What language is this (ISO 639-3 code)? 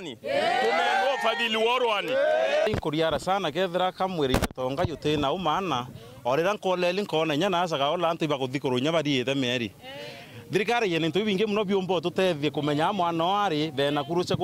mer